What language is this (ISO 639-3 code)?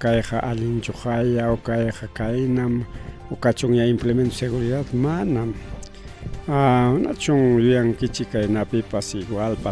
quy